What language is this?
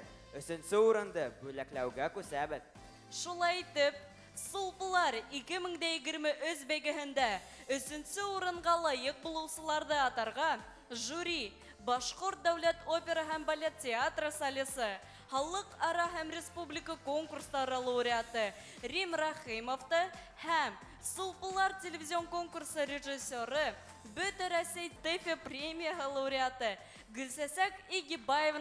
Bashkir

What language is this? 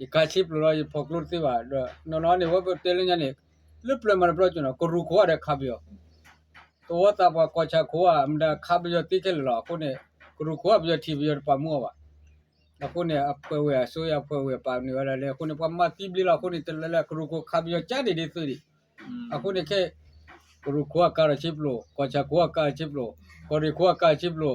S'gaw Karen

